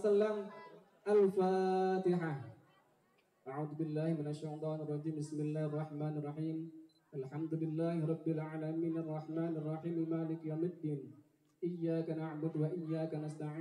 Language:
Arabic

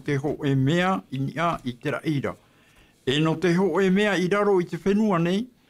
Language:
Tahitian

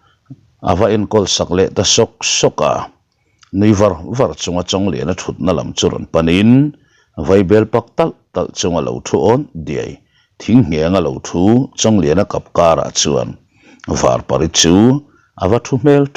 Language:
Mizo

